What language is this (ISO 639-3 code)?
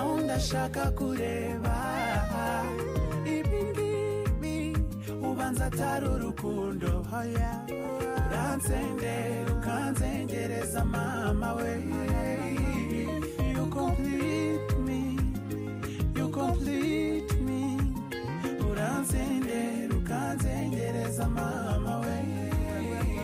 kin